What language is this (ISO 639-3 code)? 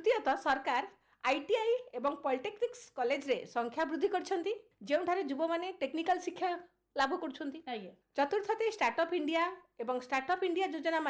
ori